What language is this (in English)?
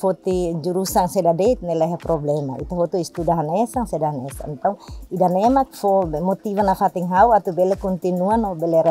Tetum